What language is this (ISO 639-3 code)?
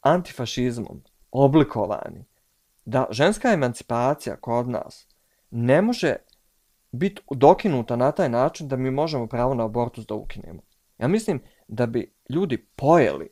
bos